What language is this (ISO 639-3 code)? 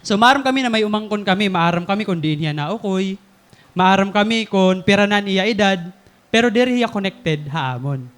war